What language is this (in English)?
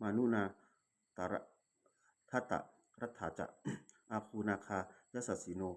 Pali